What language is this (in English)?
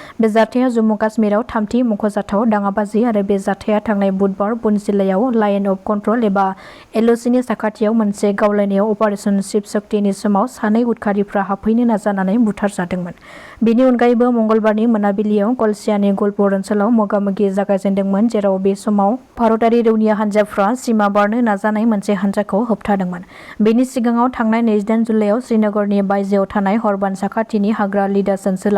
Bodo